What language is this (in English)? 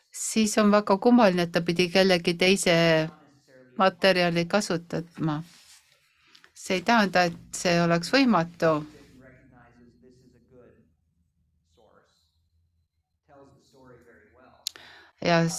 Estonian